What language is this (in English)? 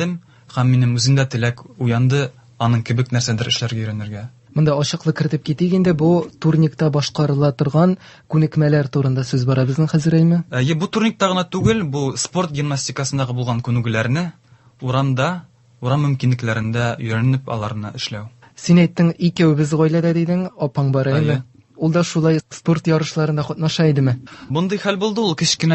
Tatar